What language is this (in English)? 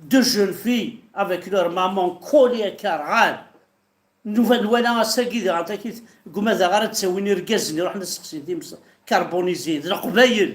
Kabyle